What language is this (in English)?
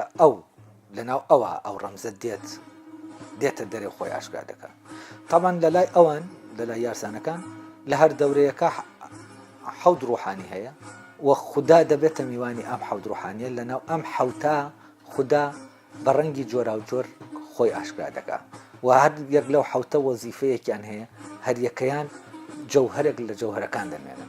Central Kurdish